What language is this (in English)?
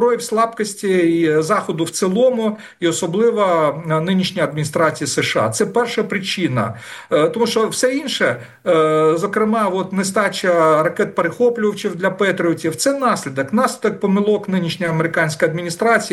Ukrainian